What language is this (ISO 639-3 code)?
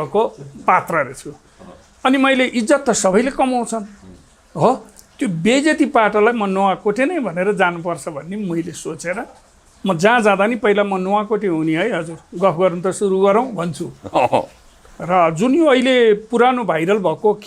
nep